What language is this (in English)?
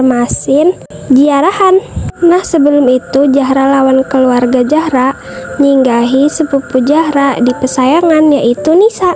Banjar